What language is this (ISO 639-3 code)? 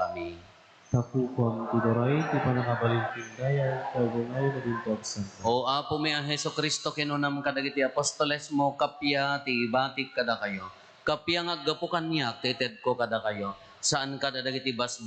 ilo